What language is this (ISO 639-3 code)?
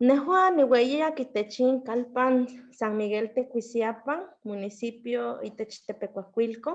nhe